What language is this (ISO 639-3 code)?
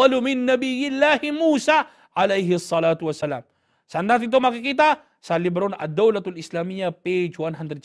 fil